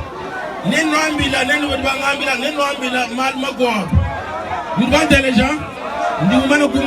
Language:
Luba-Lulua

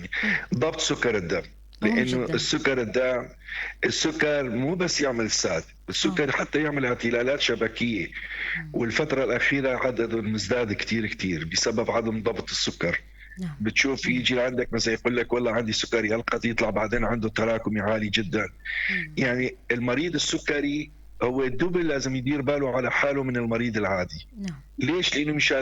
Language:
North Levantine Arabic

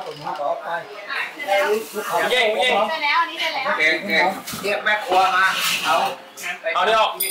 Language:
Thai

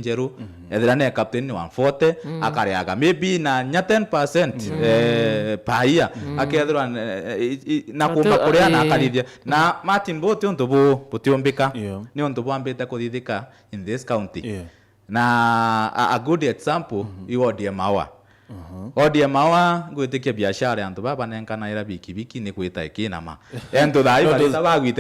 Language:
Meru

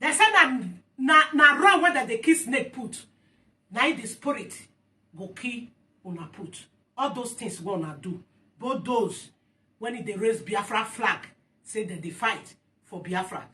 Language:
Nigerian Pidgin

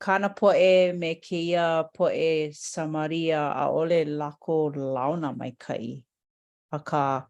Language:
Hawaiian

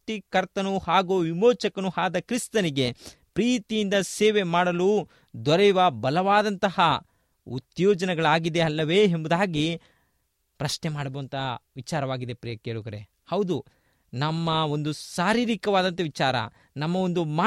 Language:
Kannada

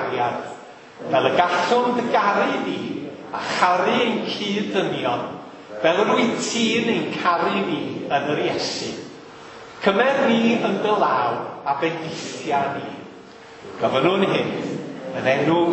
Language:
Welsh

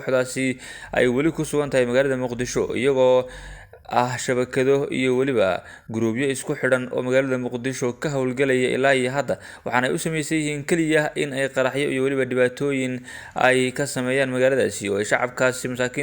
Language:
Somali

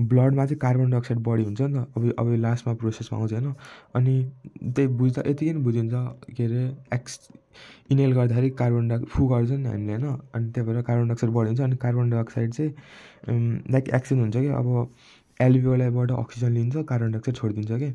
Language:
Nepali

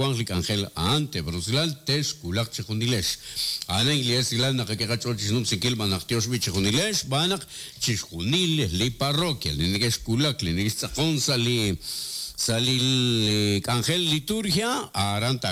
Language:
Kekchí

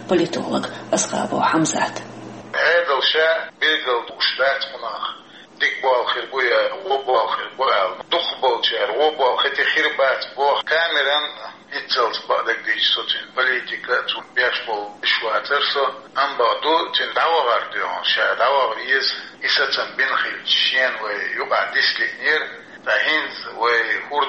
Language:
Chechen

